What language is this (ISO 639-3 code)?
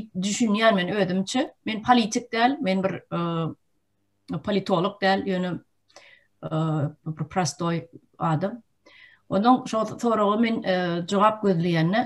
tuk